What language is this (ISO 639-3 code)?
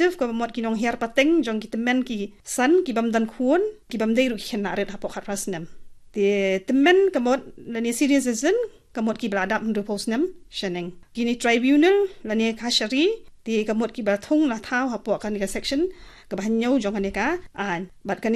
kha